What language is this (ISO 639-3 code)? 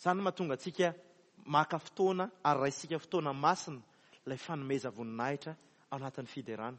mlg